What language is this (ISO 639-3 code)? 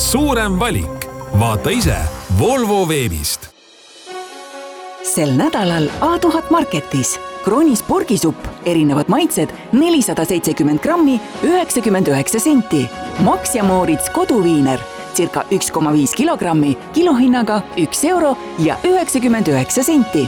est